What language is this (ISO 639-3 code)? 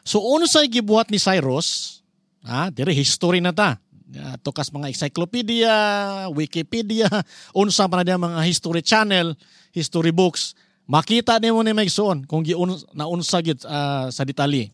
ceb